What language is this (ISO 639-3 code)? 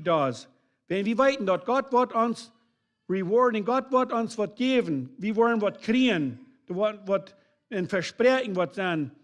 pdt